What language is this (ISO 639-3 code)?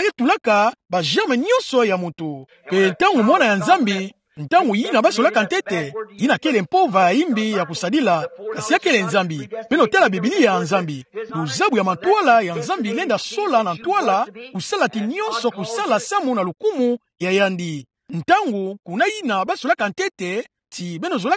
ktu